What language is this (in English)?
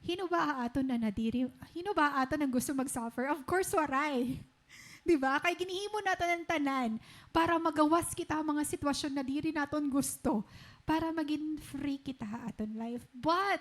Waray